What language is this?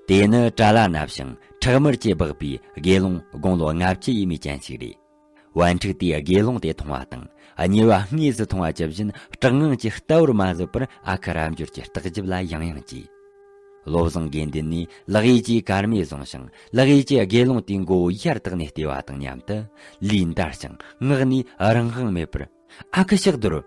Tibetan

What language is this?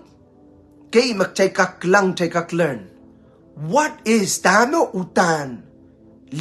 Pohnpeian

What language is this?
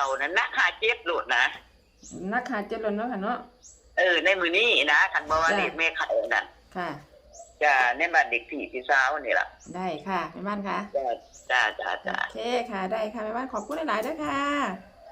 Northeastern Thai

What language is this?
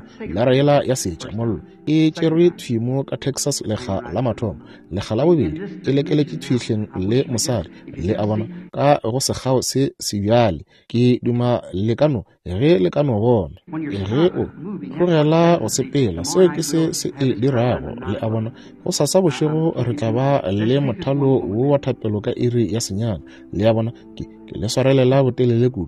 Northern Sotho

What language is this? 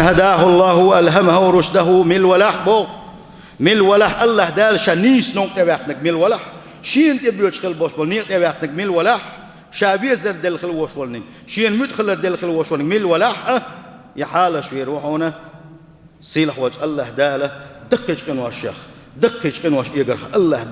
Chechen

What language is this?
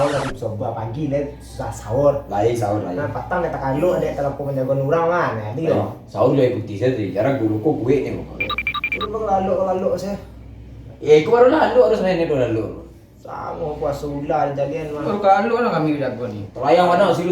Minangkabau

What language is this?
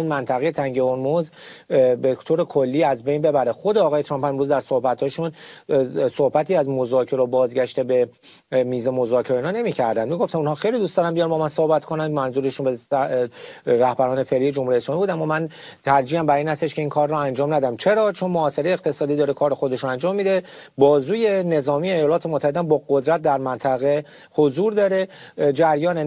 Persian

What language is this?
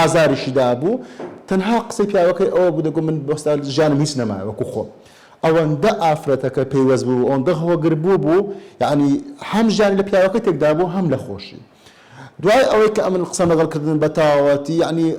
Central Kurdish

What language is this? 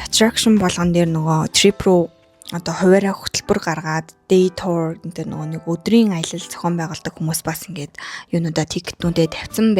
Mongolian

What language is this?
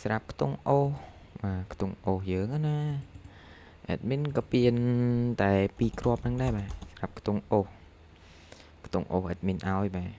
Khmer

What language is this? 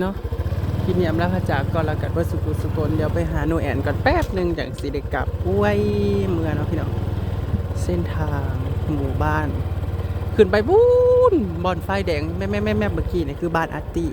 Northeastern Thai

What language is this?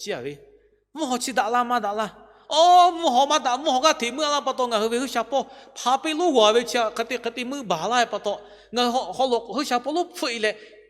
Lahu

